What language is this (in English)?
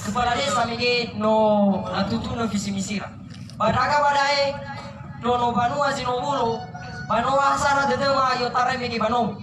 Nias